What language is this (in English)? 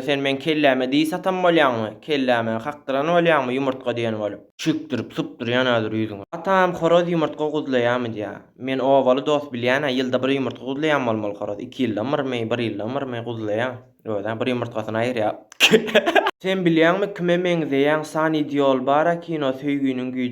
Turkmen